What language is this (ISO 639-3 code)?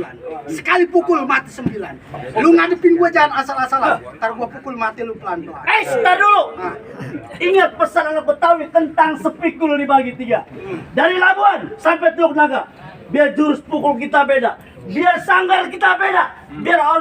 bew